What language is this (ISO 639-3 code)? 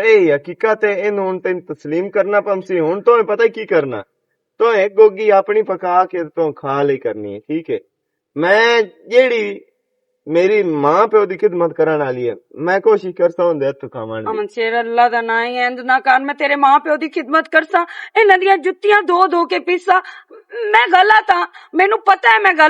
lah